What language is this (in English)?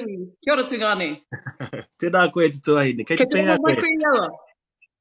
Māori